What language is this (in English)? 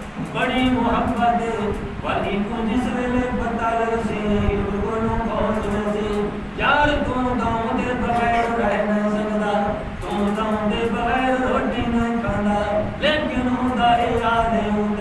Saraiki